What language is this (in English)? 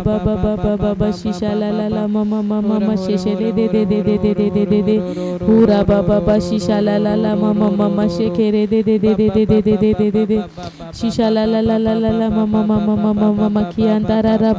Tem